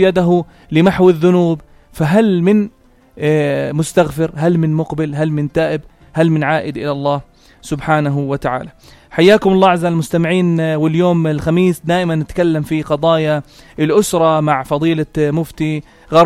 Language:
North Levantine Arabic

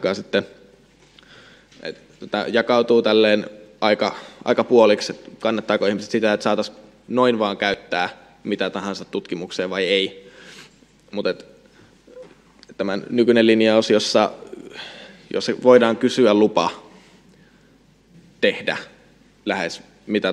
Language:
Finnish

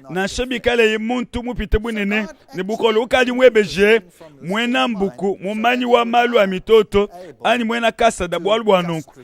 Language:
Luba-Lulua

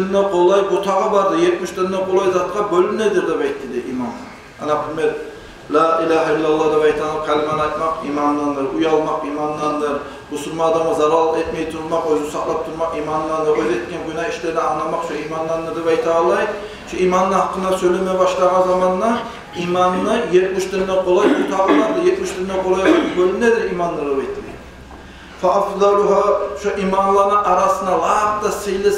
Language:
Kumyk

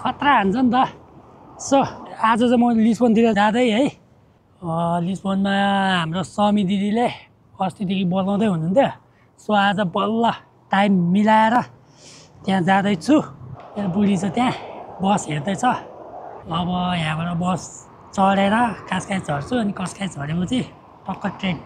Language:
Nepali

